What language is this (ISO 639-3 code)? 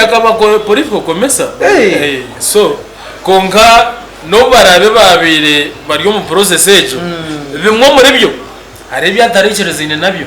nyn